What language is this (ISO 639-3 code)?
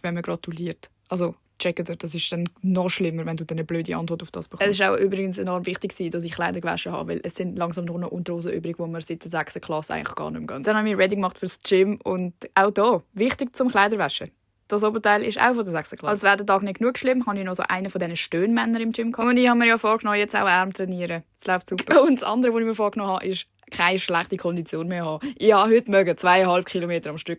gsw